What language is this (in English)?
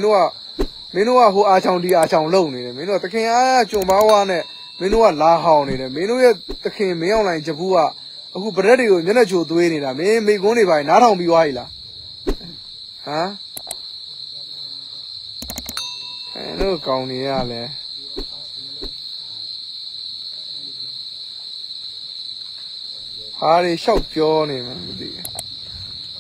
Burmese